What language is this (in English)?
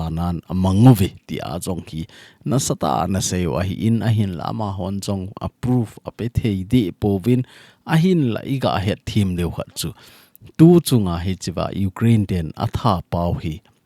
Thado Chin